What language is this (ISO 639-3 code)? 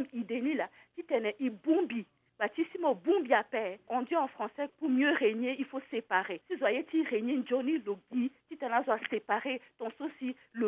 sag